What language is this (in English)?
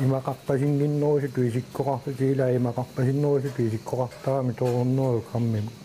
Kalaallisut